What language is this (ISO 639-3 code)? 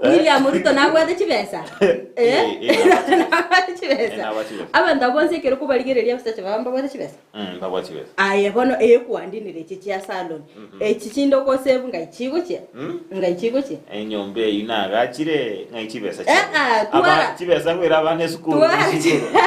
guz